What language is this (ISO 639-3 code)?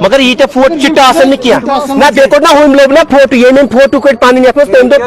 kas